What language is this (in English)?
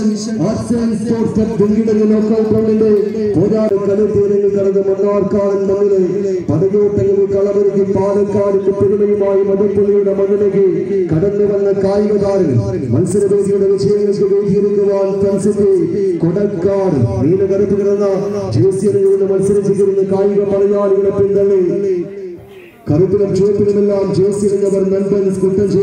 Malayalam